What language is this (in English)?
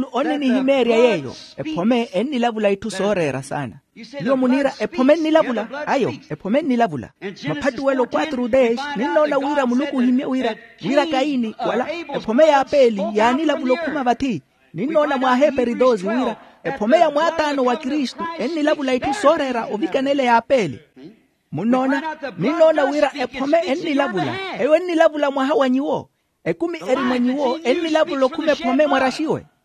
Makhuwa